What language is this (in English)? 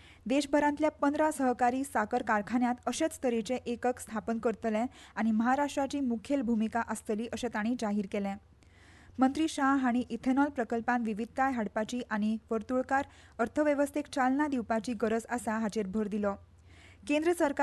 Konkani